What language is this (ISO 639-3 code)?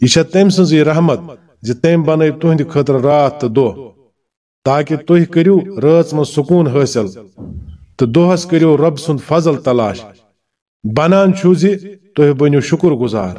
kas